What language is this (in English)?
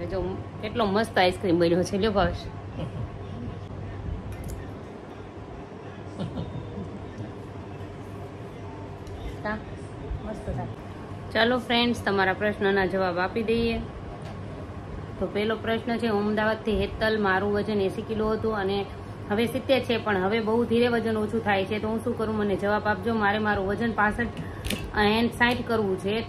Gujarati